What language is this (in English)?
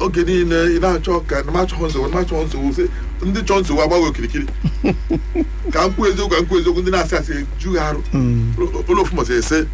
Igbo